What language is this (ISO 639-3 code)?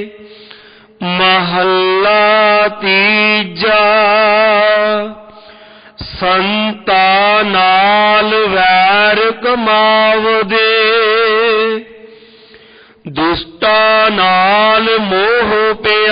pan